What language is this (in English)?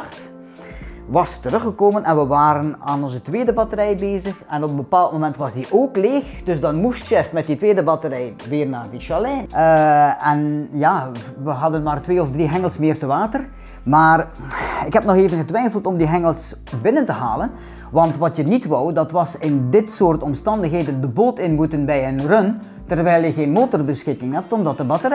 Dutch